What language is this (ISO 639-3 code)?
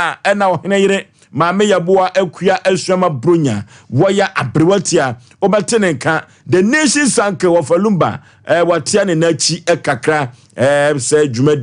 aka